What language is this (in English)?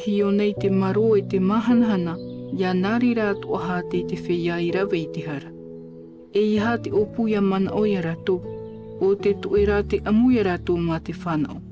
Tahitian